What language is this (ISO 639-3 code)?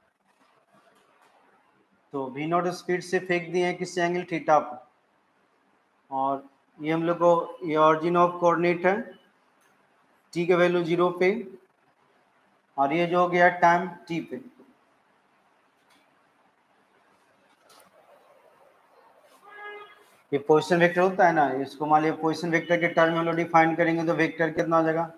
hin